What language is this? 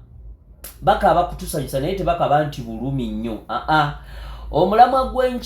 Ganda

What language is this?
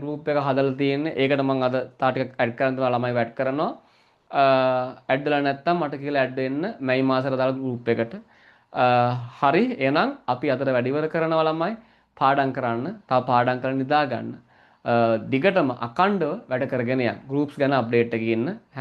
Sinhala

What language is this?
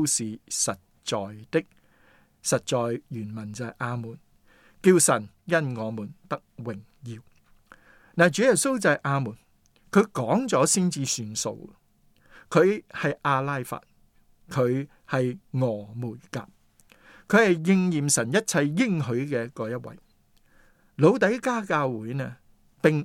Cantonese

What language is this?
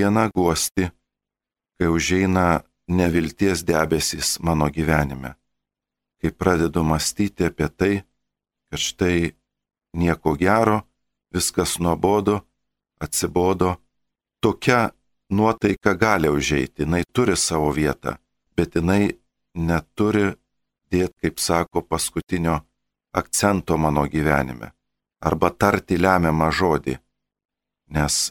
Lithuanian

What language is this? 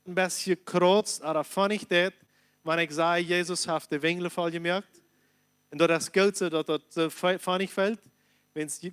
Plautdietsch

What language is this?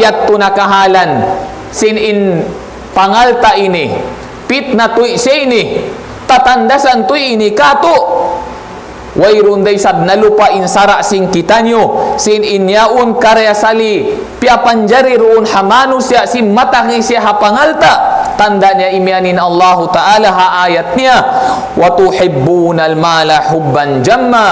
Tausug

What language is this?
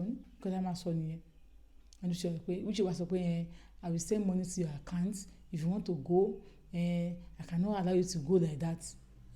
Yoruba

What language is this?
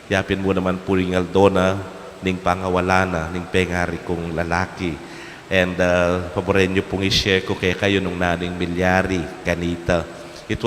Pampanga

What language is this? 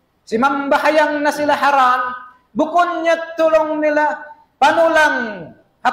Tausug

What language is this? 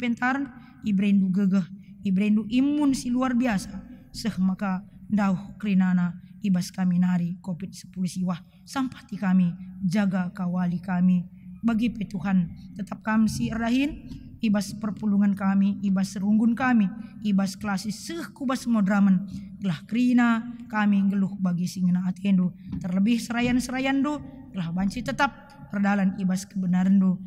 Batak Karo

